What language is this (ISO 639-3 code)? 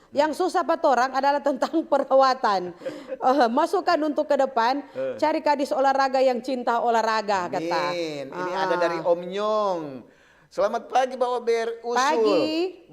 xmm